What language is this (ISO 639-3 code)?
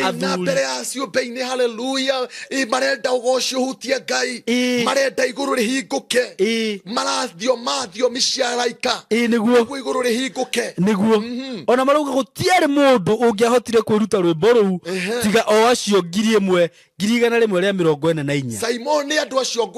kik